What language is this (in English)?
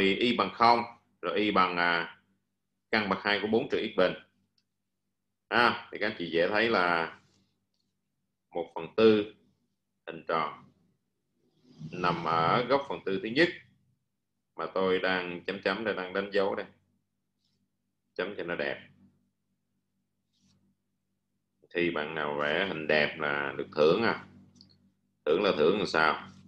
Vietnamese